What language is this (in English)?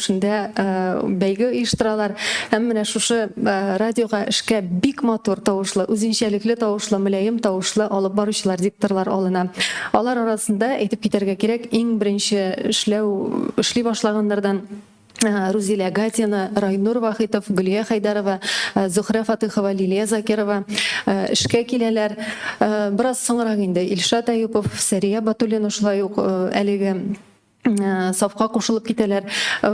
Tatar